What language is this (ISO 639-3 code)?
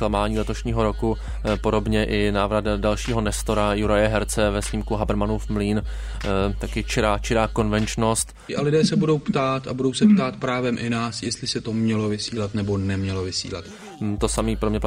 ces